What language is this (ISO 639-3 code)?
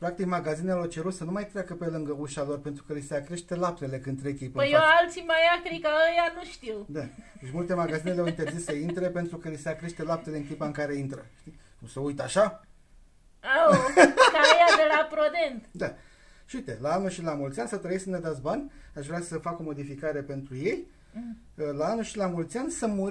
ron